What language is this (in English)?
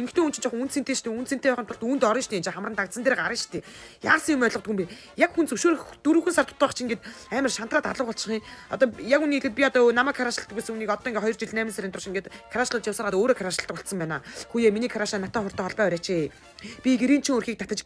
Mongolian